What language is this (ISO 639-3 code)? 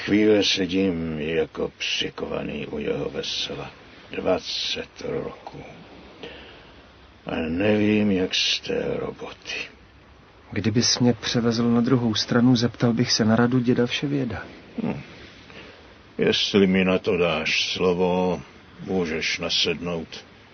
ces